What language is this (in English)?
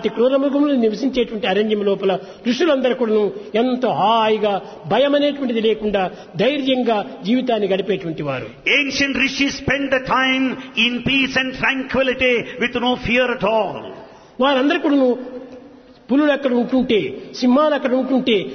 Telugu